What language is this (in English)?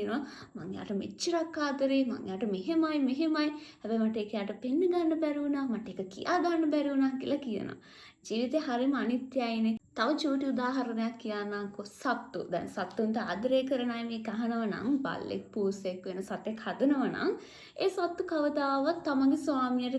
Sinhala